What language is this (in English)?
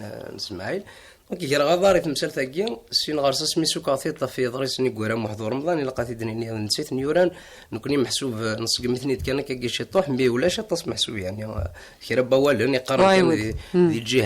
Kabyle